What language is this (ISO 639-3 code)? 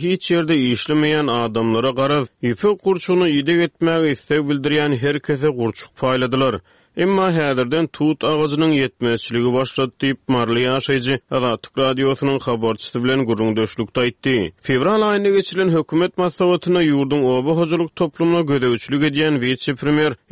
tuk